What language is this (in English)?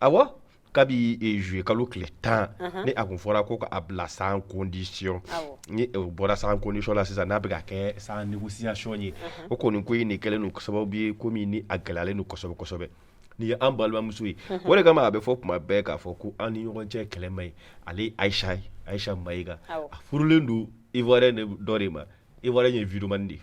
Bambara